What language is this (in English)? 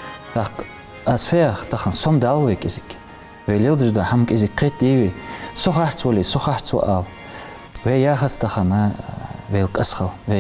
Ingush